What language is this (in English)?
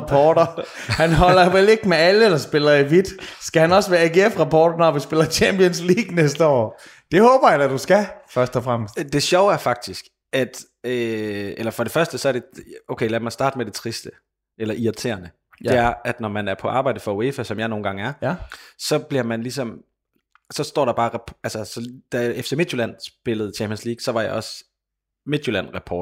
Danish